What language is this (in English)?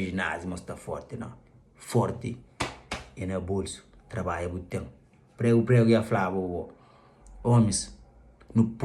Kabuverdianu